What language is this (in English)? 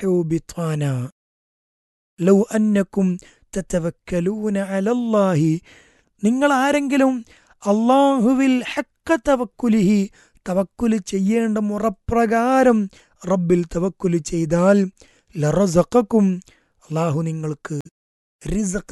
Malayalam